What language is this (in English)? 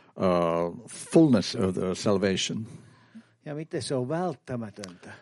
Finnish